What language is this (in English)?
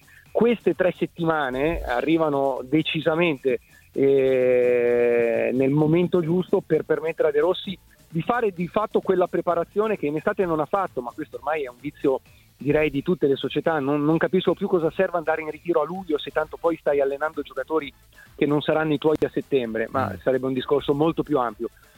Italian